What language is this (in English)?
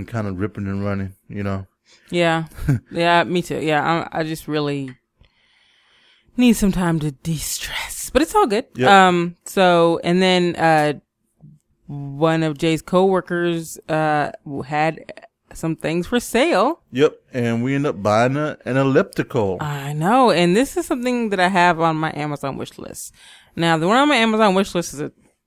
English